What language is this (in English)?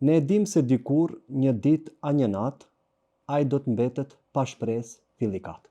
Albanian